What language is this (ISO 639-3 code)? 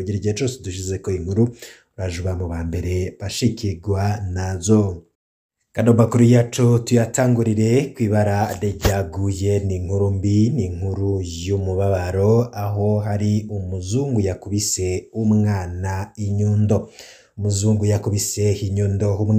run